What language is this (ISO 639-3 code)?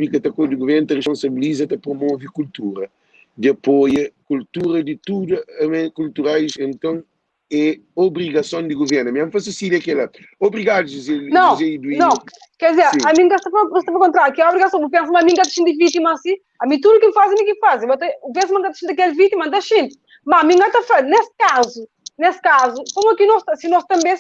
kea